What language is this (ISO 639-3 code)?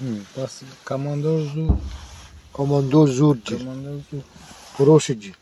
sah